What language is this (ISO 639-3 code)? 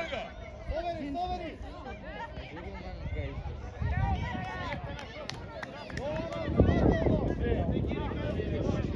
hrv